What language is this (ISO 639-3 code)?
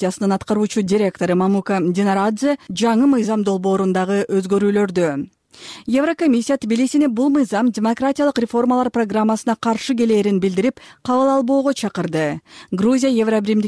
kir